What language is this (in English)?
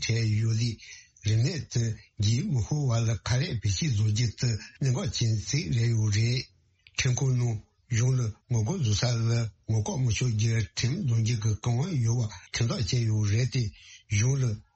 Tibetan